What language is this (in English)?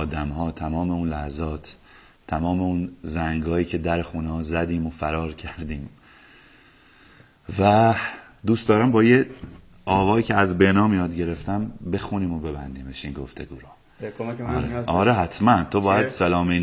Persian